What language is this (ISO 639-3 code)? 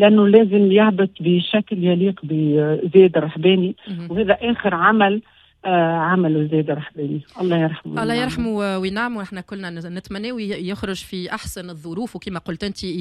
aeb